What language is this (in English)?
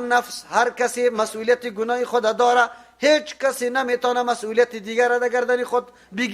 Persian